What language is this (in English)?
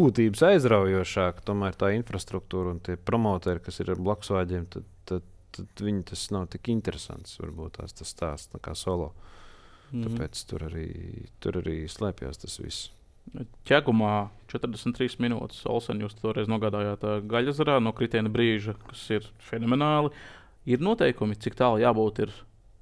Latvian